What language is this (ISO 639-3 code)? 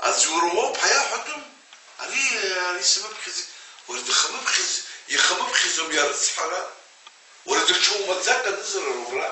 abk